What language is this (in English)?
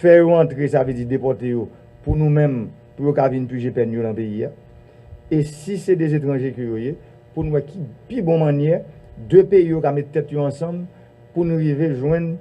Haitian Creole